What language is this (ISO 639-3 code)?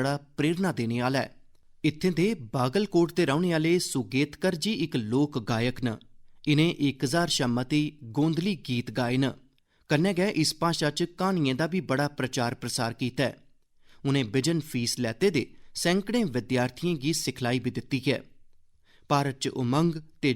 doi